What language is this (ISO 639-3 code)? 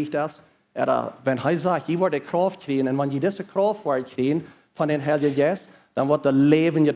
pdt